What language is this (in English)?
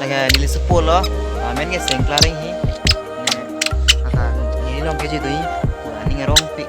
Karbi